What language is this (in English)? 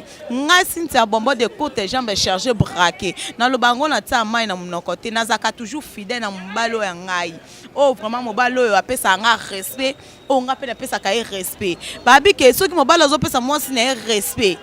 Lingala